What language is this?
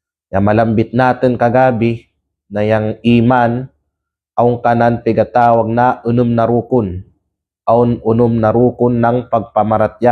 Kalagan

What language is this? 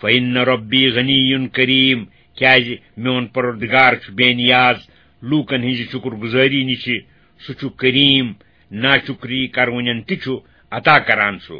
Kashmiri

